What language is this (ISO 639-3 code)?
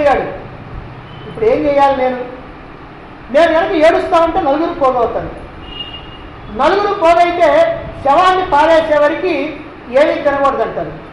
tel